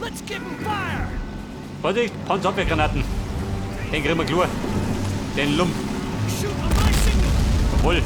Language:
Bavarian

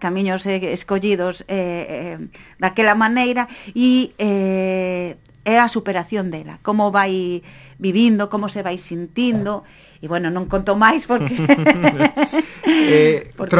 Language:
Galician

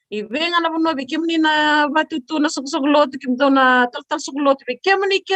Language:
Fijian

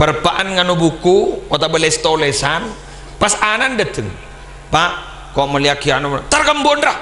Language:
Madurese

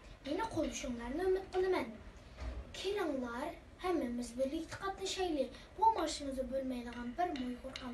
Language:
Uyghur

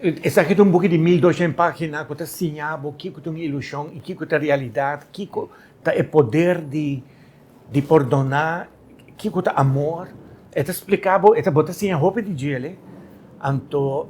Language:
Papiamento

